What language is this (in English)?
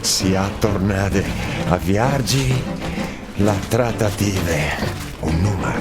Friulian